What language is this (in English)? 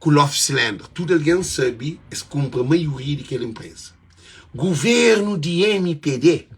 Kabuverdianu